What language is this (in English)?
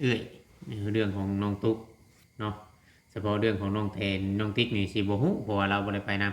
Lao